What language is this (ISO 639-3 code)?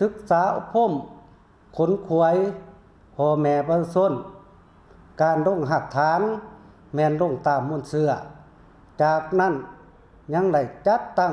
lao